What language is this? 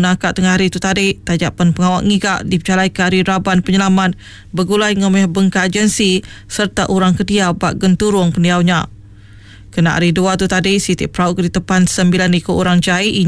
Iban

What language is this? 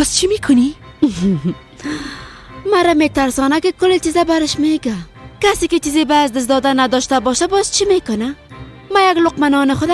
Persian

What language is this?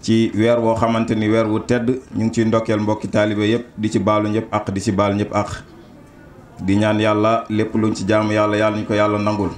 Wolof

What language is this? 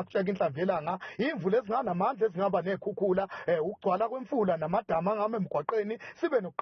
Zulu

